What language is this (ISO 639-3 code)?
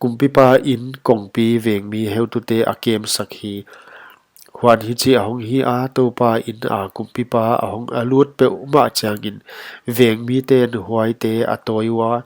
pck